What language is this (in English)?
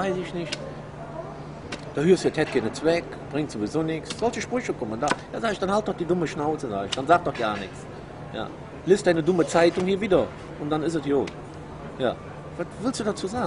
German